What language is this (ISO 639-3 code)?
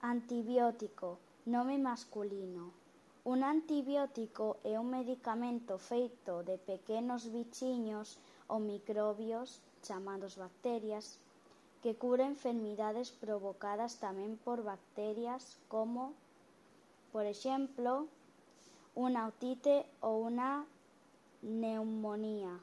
glg